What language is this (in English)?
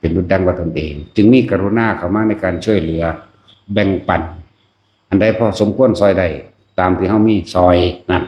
Northeastern Thai